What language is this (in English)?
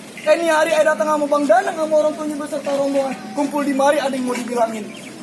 Betawi